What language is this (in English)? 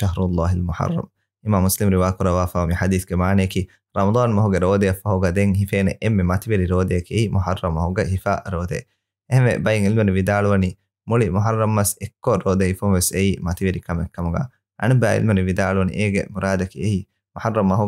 Divehi